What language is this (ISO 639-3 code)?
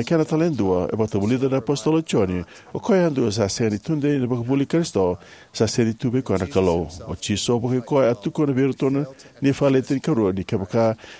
fij